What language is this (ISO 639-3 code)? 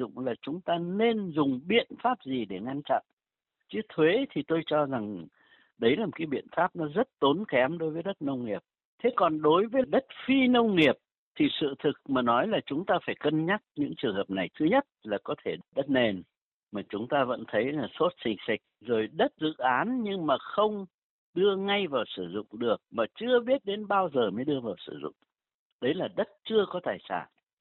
vie